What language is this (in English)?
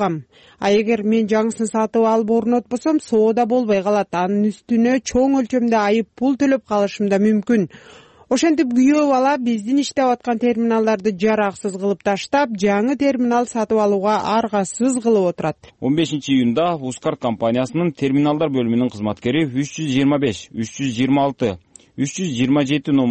Kyrgyz